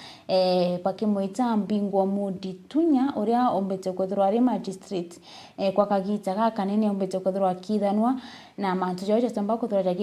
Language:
Meru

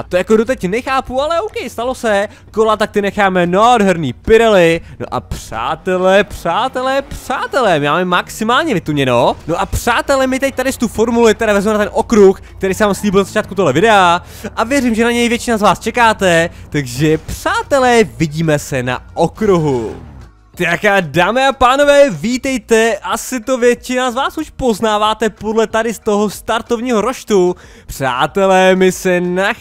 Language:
Czech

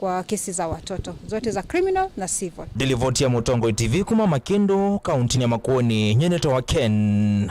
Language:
Kamba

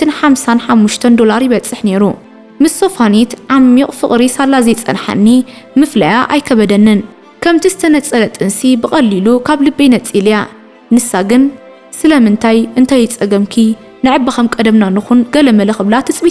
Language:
Tigrinya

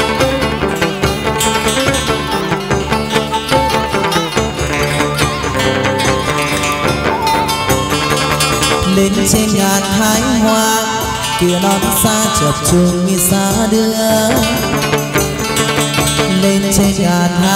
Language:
Vietnamese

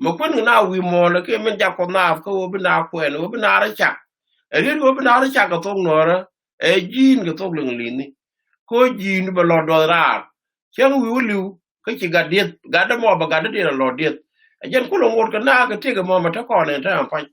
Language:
Nuer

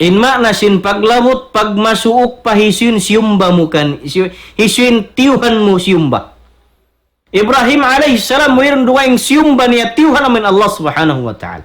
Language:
Tausug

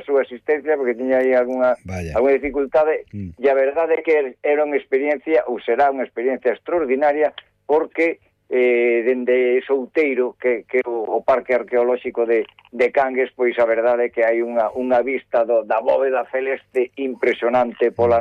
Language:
Galician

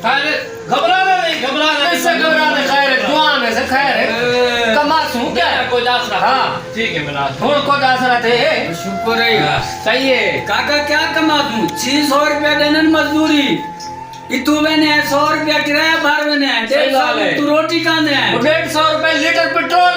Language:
Saraiki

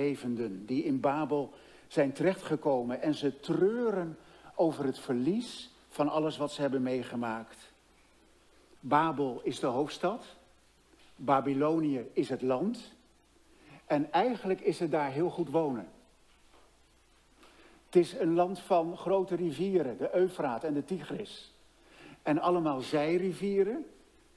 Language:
Dutch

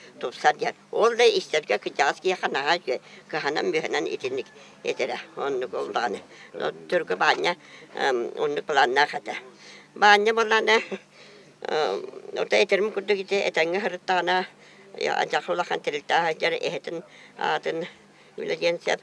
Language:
Yakut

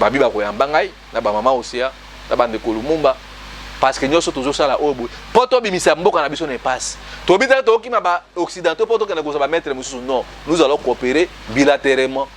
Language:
Lingala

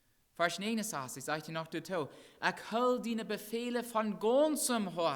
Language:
Plautdietsch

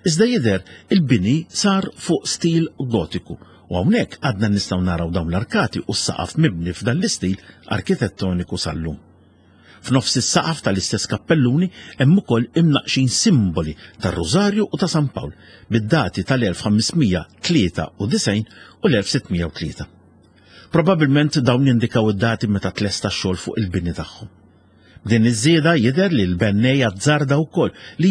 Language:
Maltese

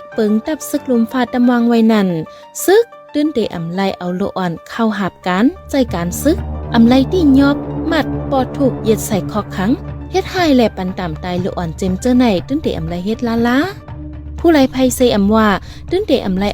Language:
Shan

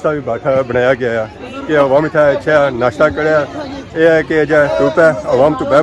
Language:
Pahari-Potwari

